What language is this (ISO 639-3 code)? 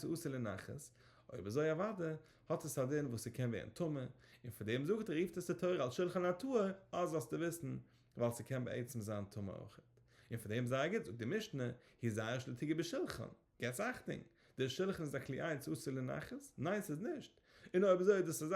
yid